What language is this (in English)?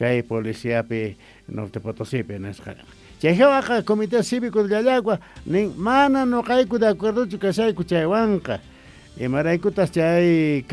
South Bolivian Quechua